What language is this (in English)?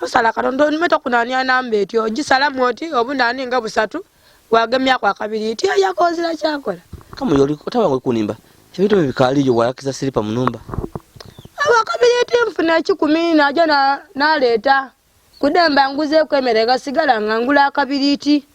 Ganda